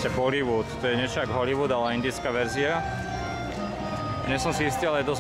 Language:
Slovak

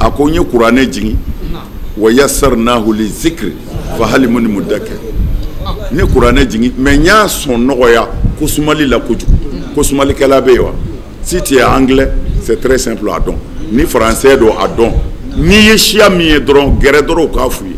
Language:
Bambara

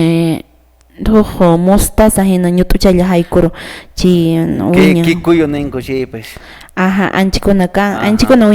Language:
Quechua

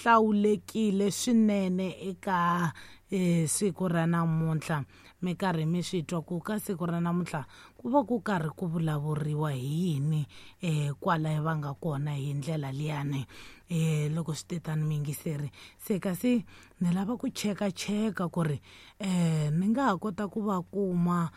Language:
Tsonga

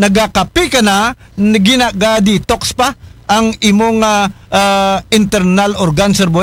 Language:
Aklanon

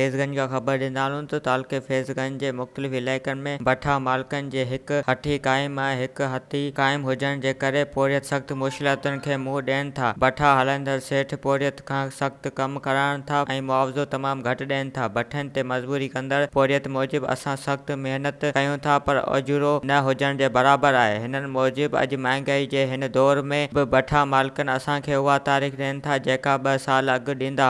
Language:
Sindhi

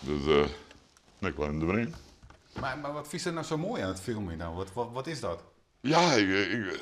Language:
Western Frisian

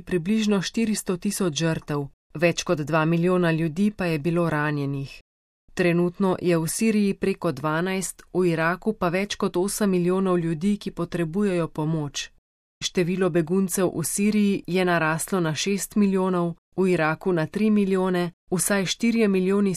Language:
Slovenian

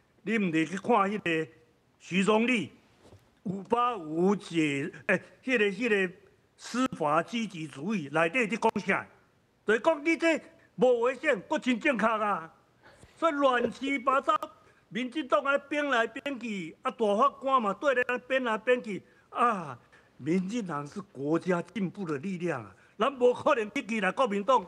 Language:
Min Nan Chinese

